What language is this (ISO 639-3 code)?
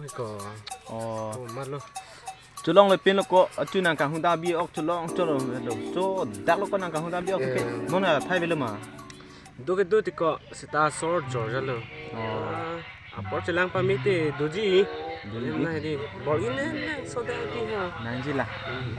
mjw